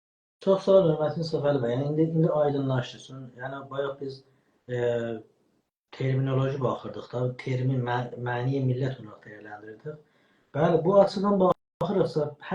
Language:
South Azerbaijani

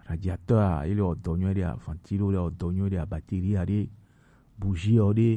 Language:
Gen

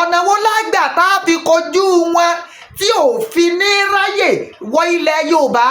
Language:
Yoruba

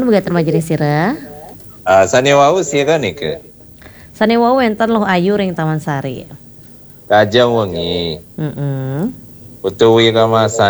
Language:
Balinese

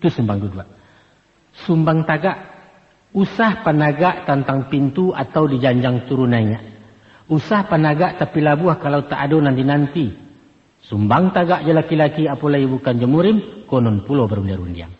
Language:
Minangkabau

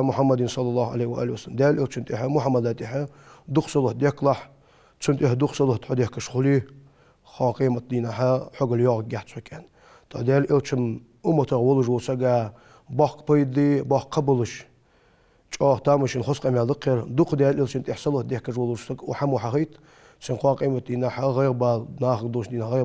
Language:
Ingush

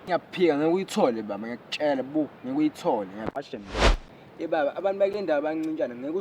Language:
Zulu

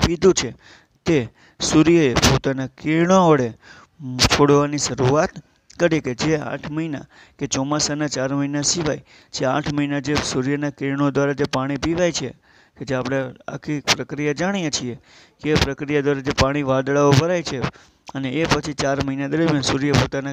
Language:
Gujarati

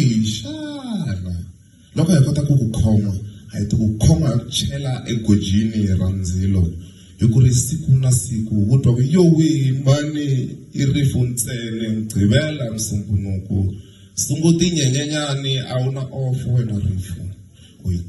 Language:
Tsonga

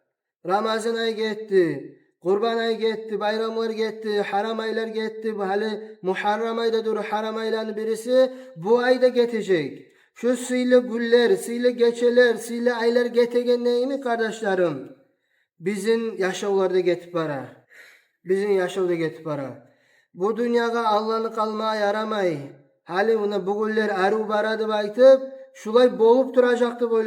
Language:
Kumyk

